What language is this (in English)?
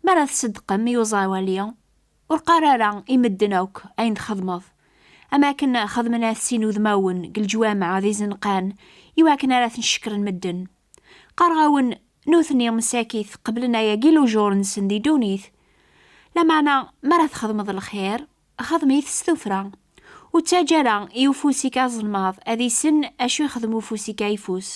Kabyle